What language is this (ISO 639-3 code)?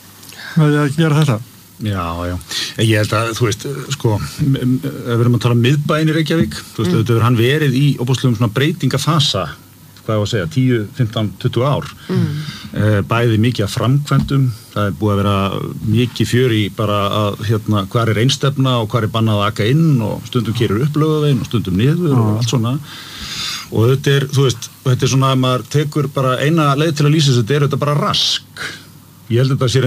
isl